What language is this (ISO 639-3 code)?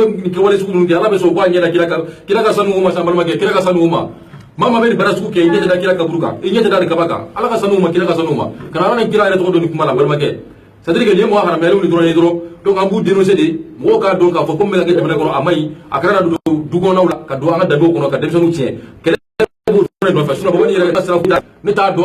bam